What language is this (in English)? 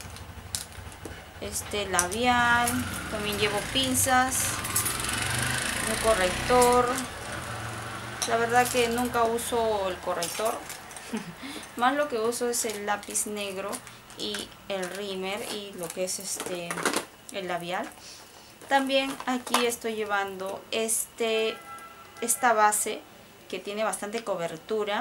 Spanish